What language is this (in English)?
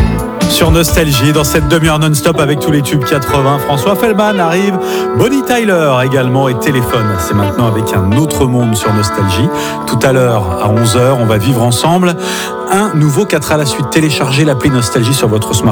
French